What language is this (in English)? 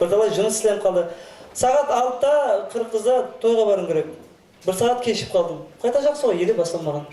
Kara-Kalpak